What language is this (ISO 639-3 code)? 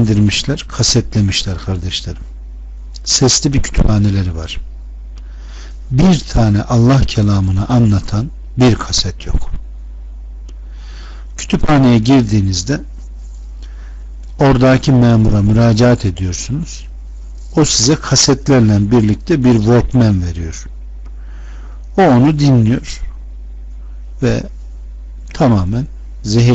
tur